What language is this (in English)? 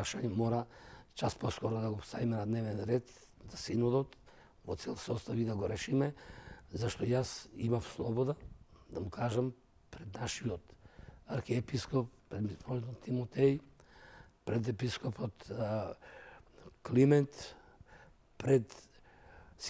Macedonian